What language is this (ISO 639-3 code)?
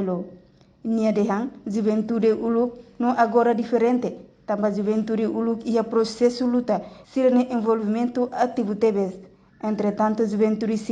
tet